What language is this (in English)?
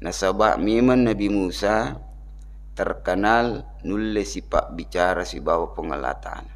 Buginese